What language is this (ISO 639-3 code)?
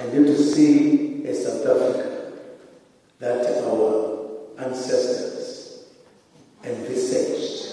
tso